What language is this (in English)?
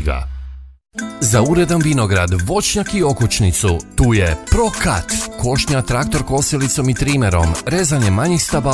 Croatian